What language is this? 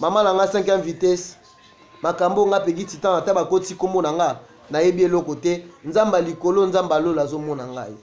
Lingala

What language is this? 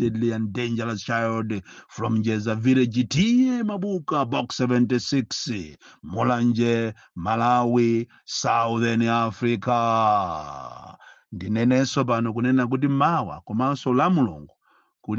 Nyanja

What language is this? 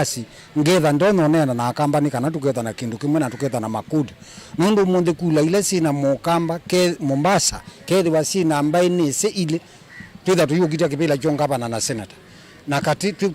Kamba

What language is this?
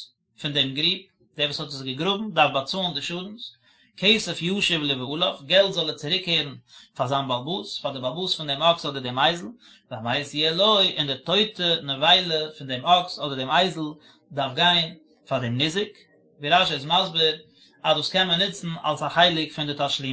Yiddish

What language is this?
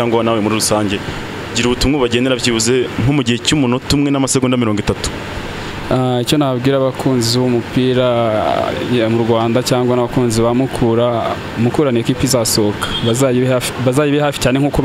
Kinyarwanda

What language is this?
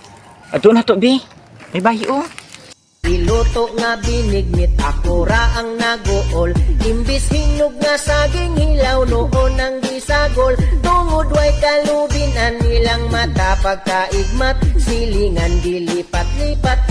Cebuano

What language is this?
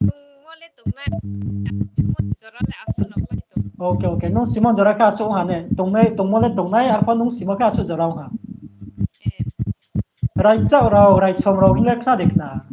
Riang (India)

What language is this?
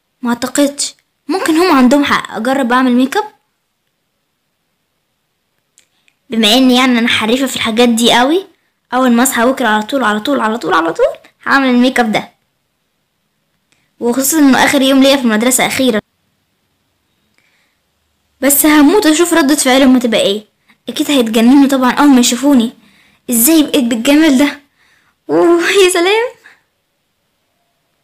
Egyptian Arabic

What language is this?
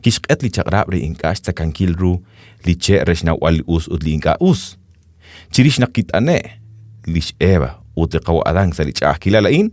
Kekchí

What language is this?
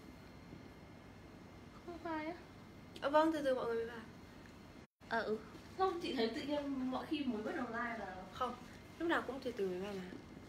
Vietnamese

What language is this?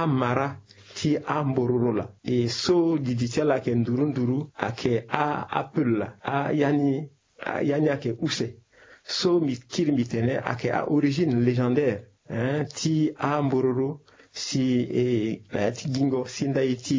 Sango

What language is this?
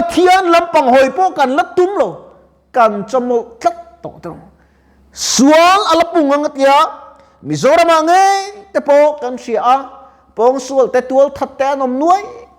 Mizo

